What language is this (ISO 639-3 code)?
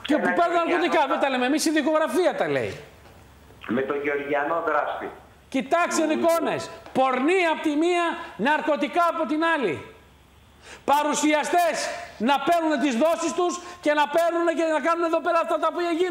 ell